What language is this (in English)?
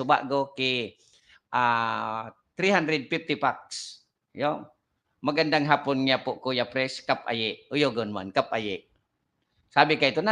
Bikol